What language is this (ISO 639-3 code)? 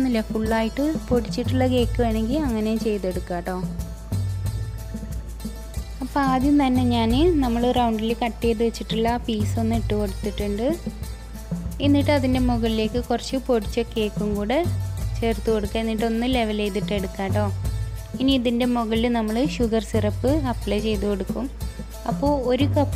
mal